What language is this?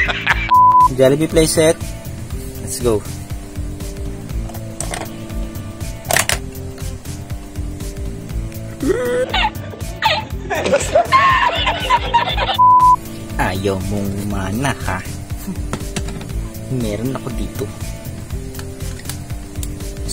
Filipino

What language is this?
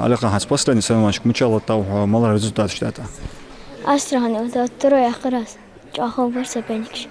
Ingush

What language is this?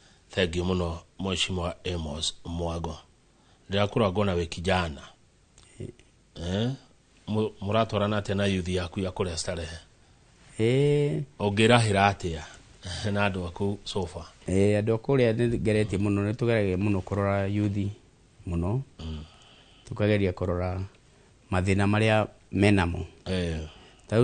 Kikuyu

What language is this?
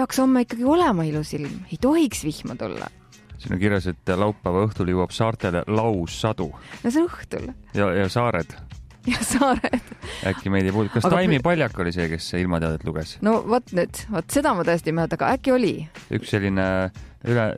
Estonian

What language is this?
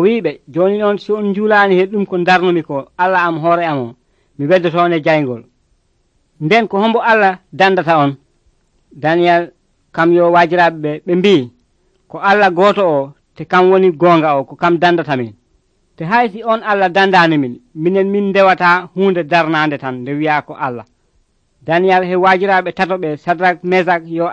Nigerian Fulfulde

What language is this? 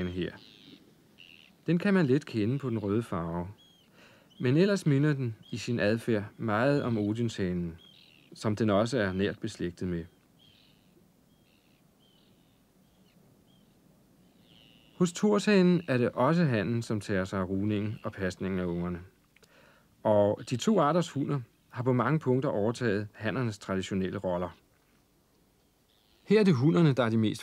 Danish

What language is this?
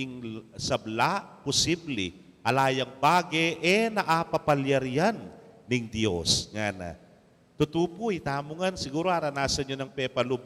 Pampanga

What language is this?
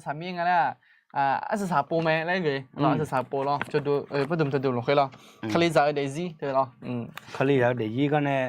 Akha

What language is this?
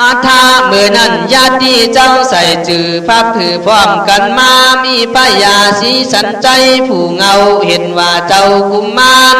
Khün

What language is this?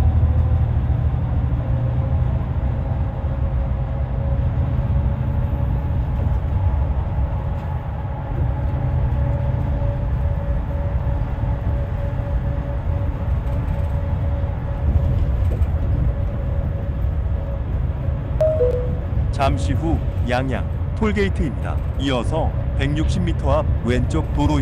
Korean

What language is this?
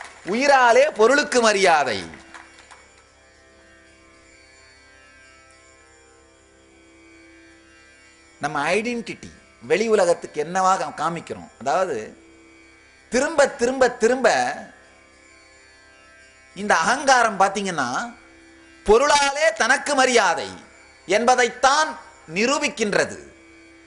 Tamil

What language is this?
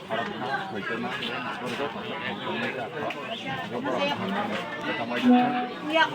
Kok Borok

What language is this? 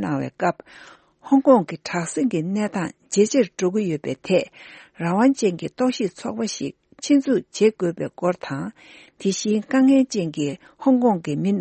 Tibetan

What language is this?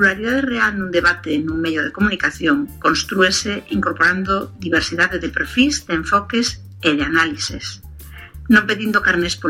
Galician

